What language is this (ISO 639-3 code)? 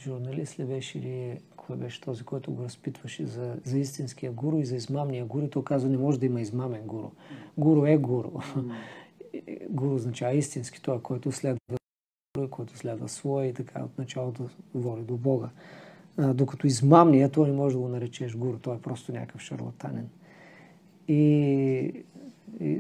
bul